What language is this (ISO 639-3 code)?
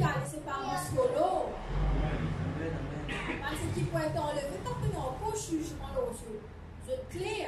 mfe